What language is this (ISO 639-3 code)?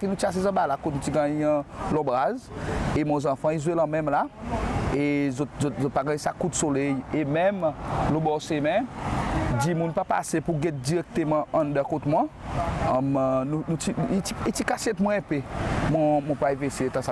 crs